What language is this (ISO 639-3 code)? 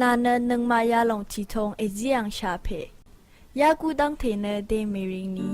raw